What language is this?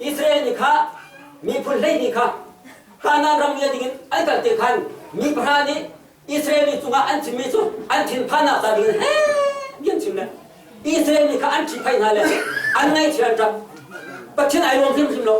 Hakha Chin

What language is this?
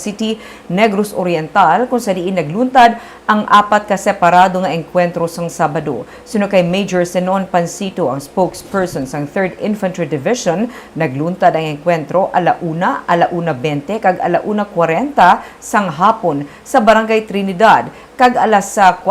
Hiligaynon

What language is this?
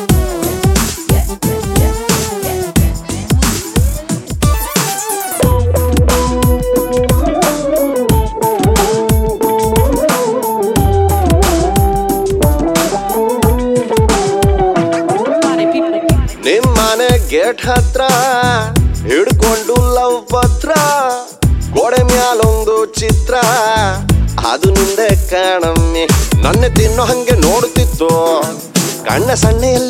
Kannada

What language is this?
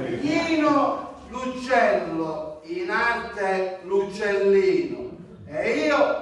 Sicilian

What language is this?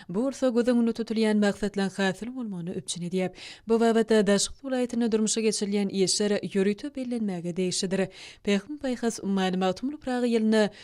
Turkmen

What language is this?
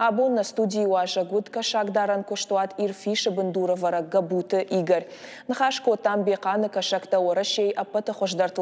Ossetic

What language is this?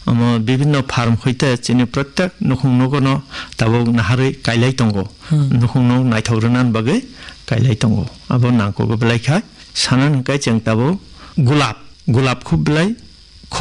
Kok Borok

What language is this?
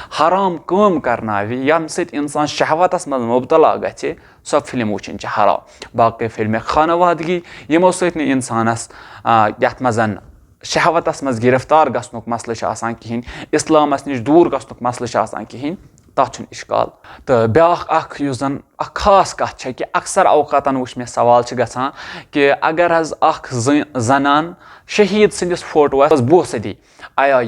Kashmiri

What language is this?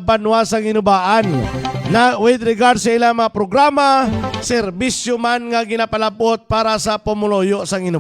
Hiligaynon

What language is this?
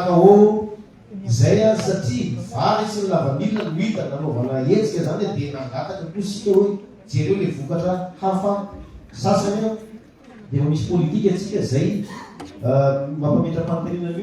Malagasy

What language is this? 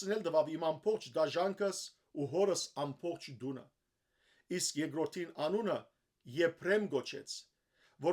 Western Armenian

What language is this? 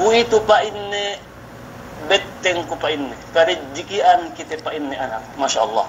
Yakan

